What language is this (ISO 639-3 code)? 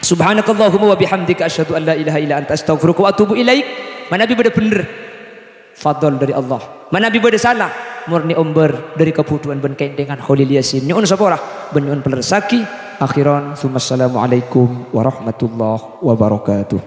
mad